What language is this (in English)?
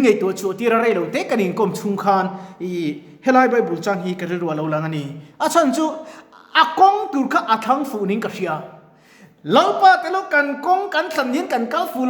Mizo